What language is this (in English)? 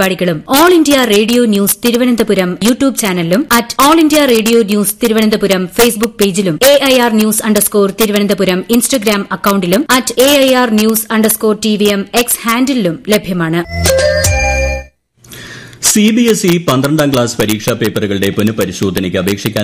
Malayalam